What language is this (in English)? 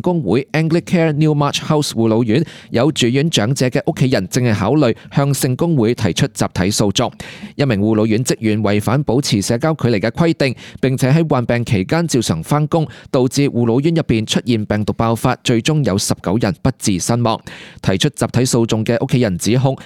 Cantonese